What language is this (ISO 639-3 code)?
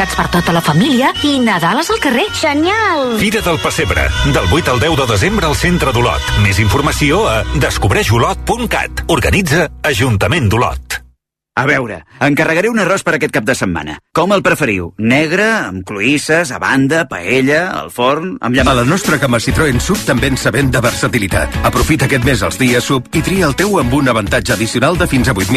cat